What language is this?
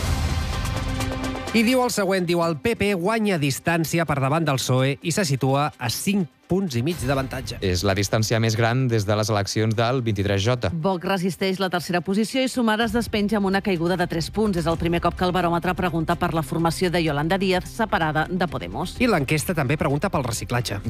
Catalan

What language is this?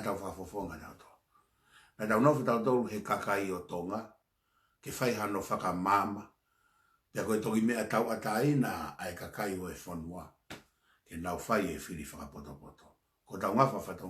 Tongan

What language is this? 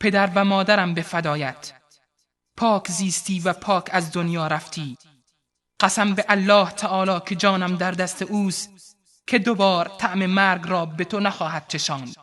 Persian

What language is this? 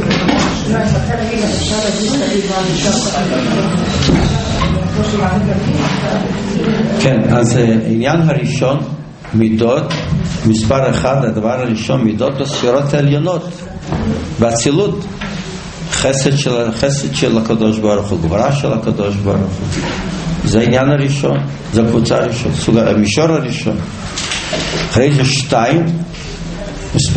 Hebrew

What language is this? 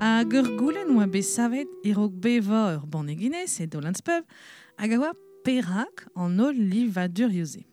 Breton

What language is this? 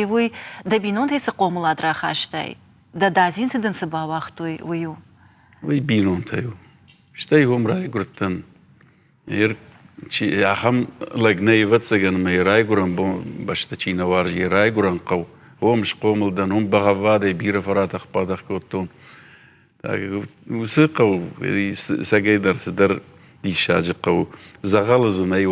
Ossetic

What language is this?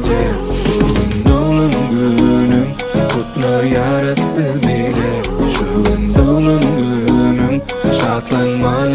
Turkmen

